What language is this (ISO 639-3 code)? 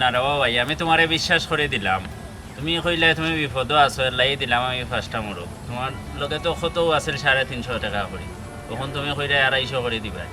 syl